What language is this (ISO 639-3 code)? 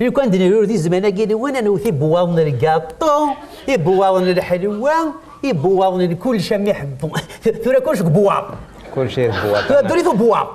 kab